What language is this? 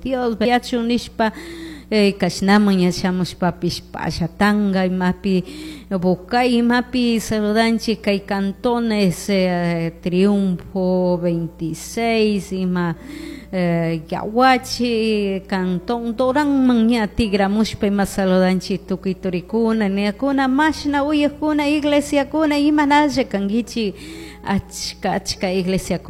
Chimborazo Highland Quichua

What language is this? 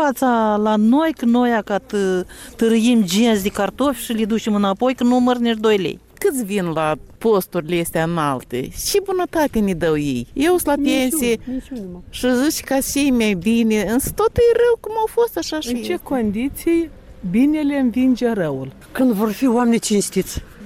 Romanian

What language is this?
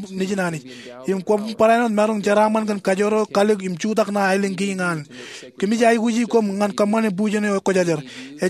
Marshallese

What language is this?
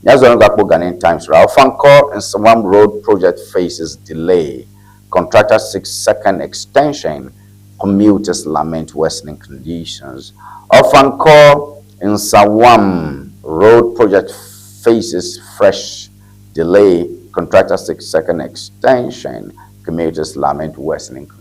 Ewe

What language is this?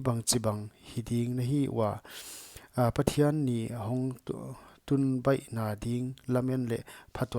Paite Chin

